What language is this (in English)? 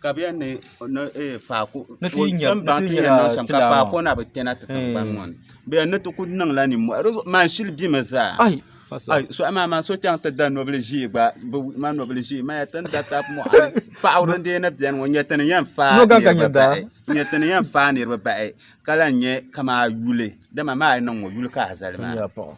Dagbani